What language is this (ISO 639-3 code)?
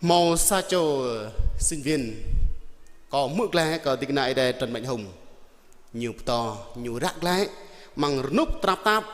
jra